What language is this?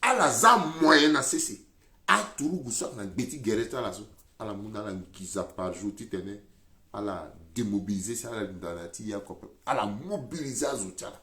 Sango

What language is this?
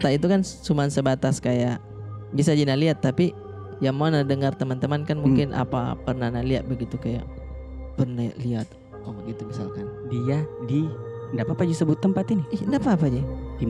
Makassar Malay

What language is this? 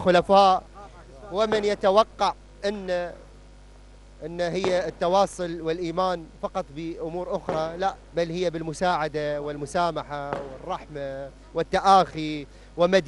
Arabic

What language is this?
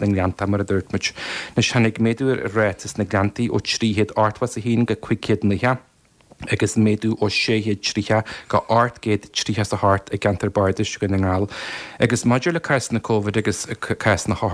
Irish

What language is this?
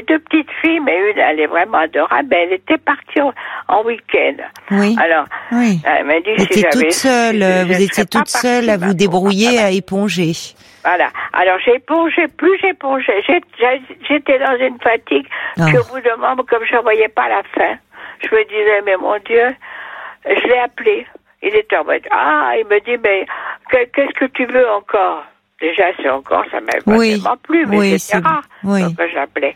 French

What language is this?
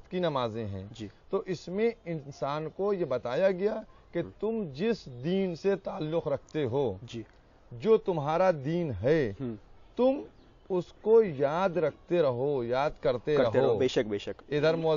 Urdu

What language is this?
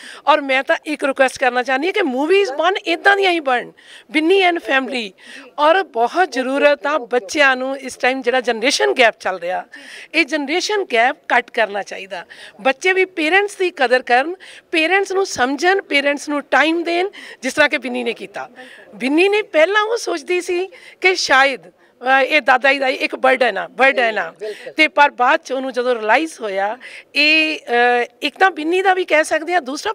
Punjabi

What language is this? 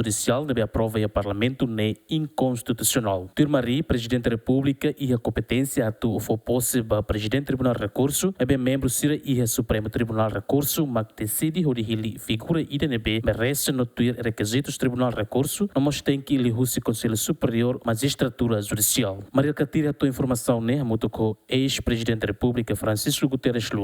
Tetum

